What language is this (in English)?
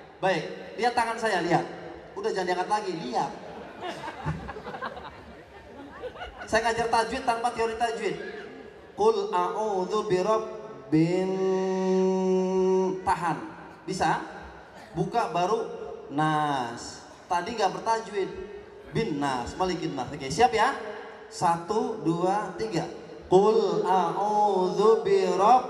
Indonesian